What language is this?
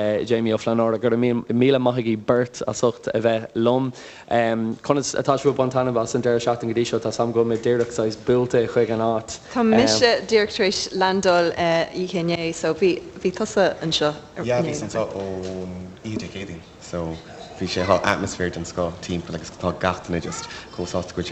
Irish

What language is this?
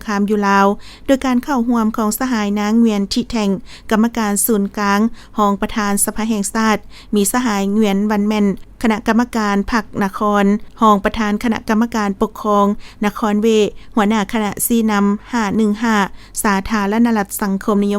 Lao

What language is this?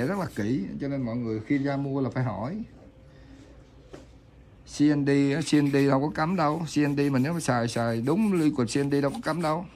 Vietnamese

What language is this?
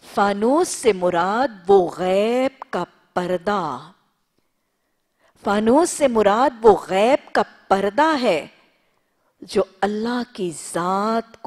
Urdu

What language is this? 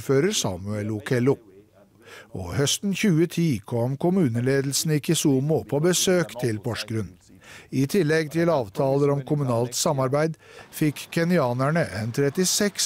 Norwegian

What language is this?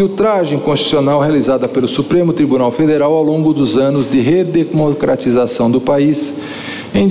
Portuguese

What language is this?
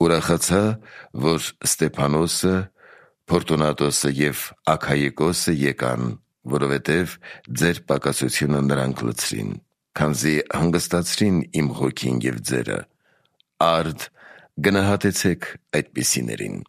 Armenian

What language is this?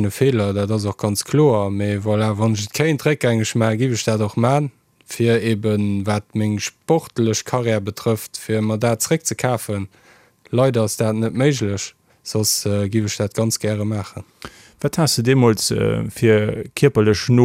Luxembourgish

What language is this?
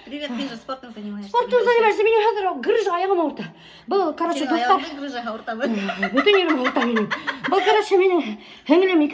Bashkir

